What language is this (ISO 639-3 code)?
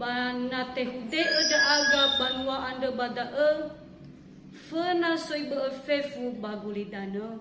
nia